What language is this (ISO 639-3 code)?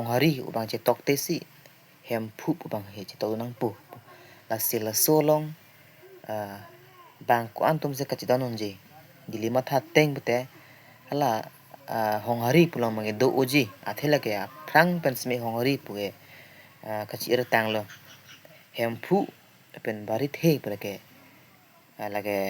mjw